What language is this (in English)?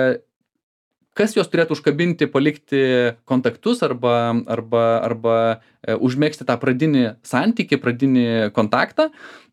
Lithuanian